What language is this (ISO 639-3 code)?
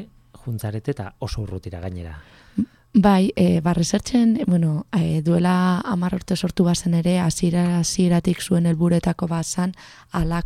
eus